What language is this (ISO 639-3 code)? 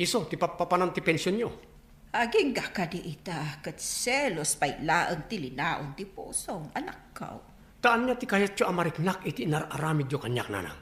ilo